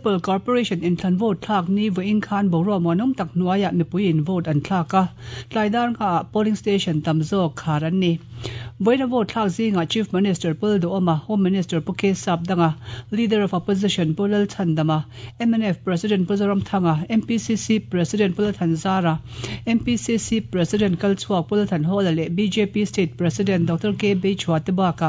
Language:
Mizo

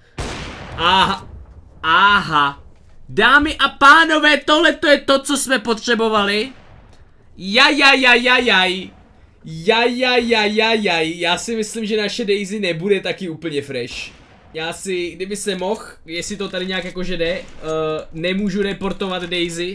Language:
Czech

